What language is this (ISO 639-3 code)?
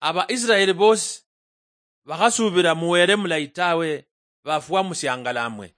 luy